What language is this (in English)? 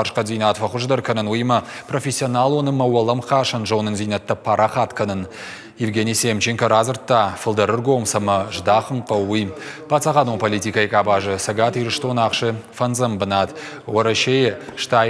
Ossetic